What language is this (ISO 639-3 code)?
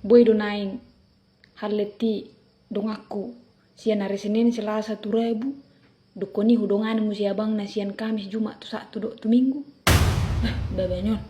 bbc